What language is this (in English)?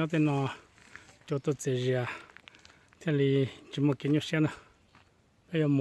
Hmong